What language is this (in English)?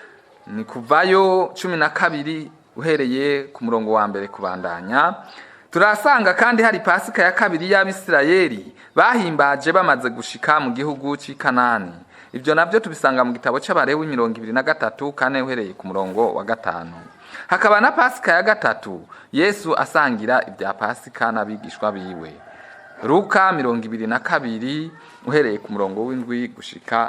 Rundi